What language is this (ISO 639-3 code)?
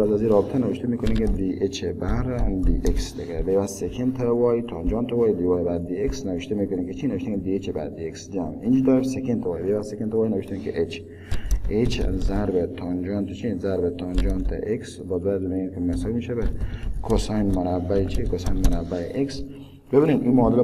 fas